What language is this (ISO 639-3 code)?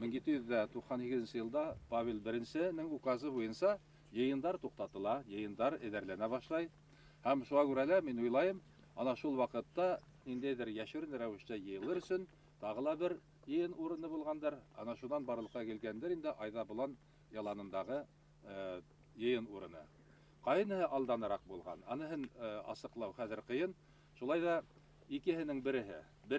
bak